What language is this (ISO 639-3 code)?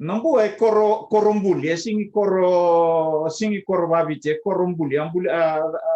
fij